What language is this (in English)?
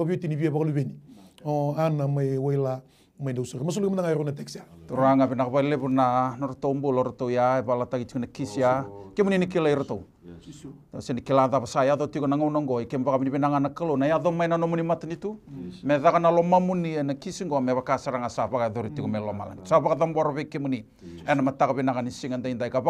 Fijian